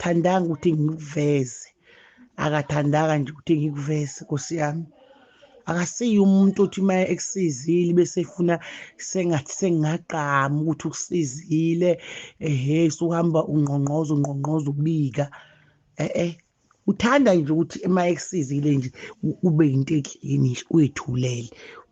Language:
Zulu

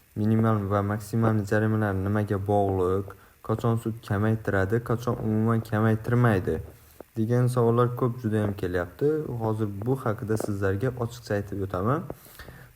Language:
Uzbek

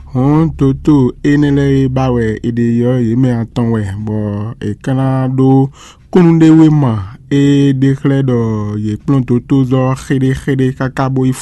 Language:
Fon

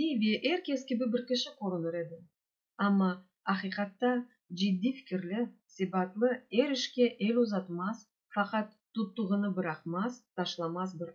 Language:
Crimean Tatar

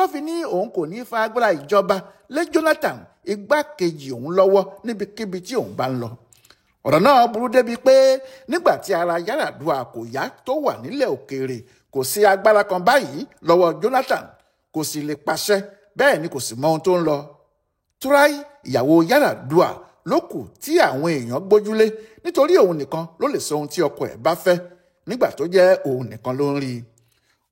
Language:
Yoruba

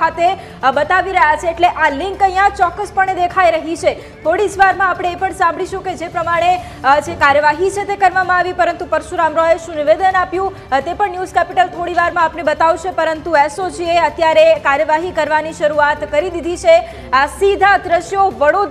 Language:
Gujarati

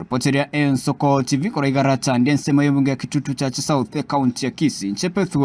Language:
Gusii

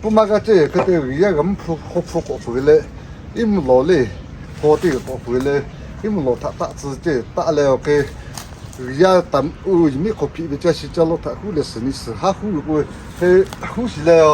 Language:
Lahu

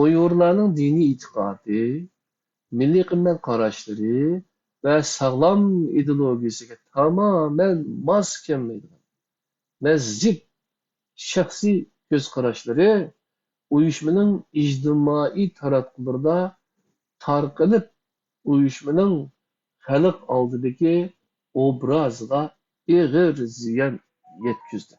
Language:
Uyghur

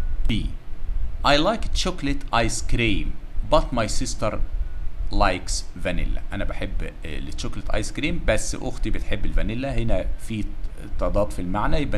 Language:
Egyptian Arabic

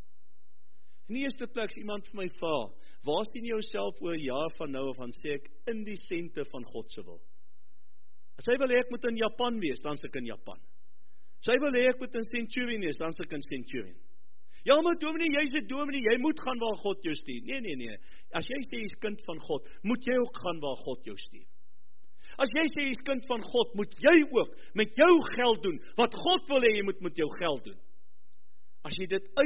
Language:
Afrikaans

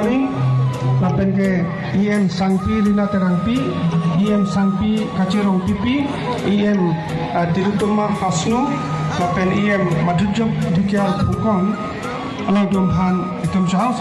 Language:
Karbi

